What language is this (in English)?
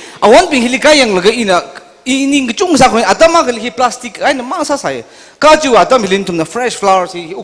Tangkhul Naga (India)